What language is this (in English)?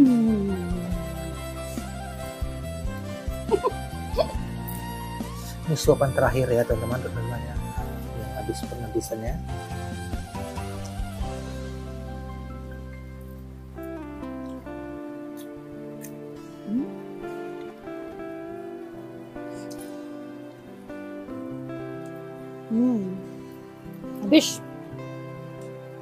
Indonesian